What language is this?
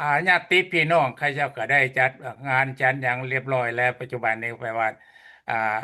Lao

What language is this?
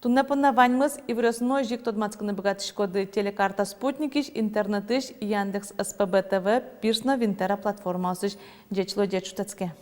Udmurt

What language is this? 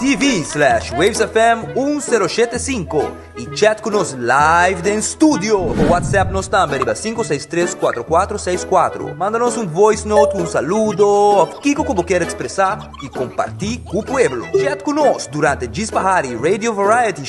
Papiamento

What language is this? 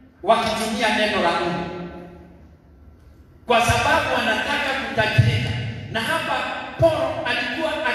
Swahili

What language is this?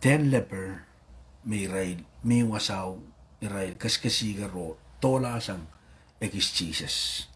Pohnpeian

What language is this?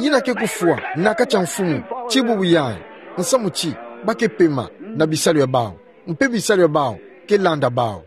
Kituba (Democratic Republic of Congo)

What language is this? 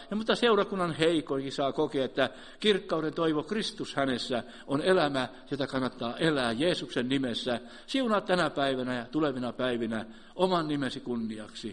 Finnish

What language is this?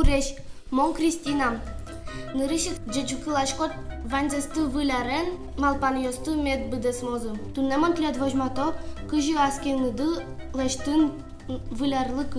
Udmurt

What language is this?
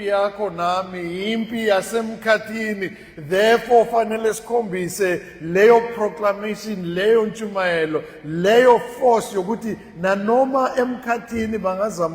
Zulu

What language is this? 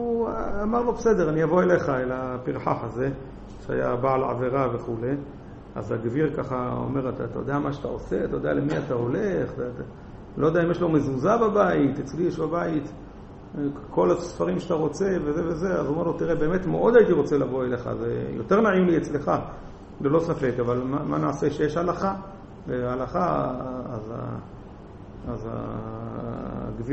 Hebrew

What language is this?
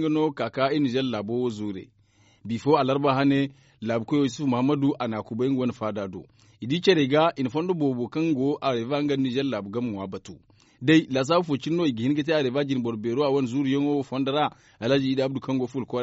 Zarma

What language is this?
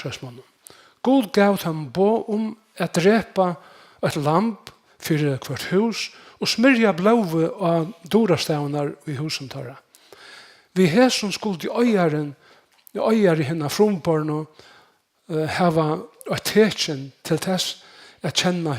Faroese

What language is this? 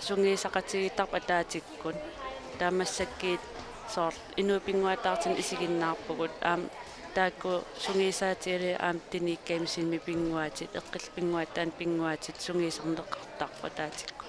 Kalaallisut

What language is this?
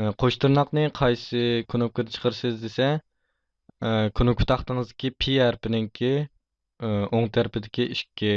Uyghur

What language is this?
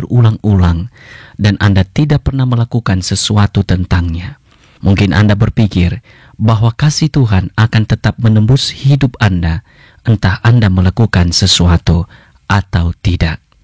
Indonesian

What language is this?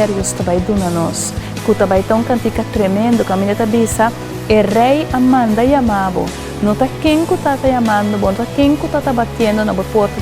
Papiamento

